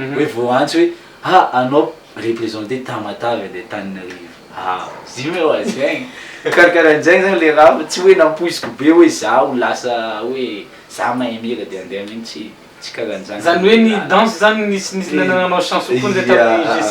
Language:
Malagasy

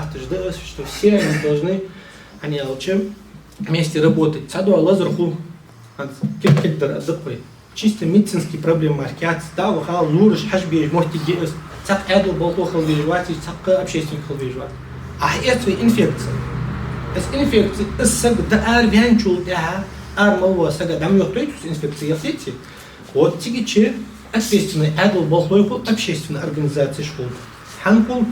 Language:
Ingush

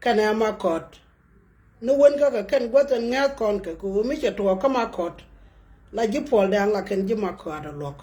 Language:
Nuer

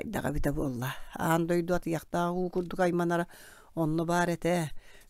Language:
Yakut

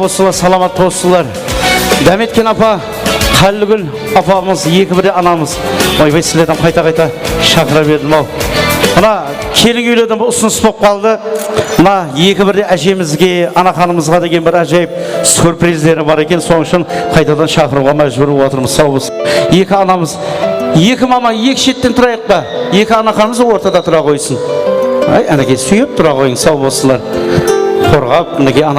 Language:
Kara-Kalpak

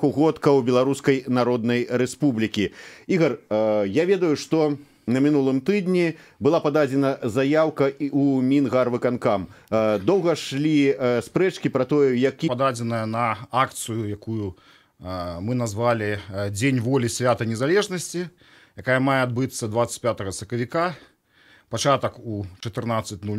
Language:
Belarusian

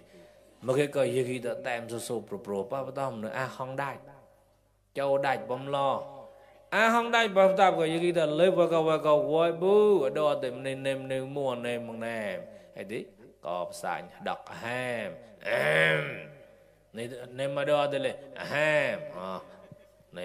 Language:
Mon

